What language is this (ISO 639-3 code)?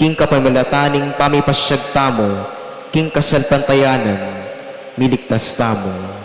pam